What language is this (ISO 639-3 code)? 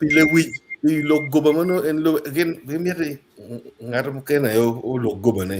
ach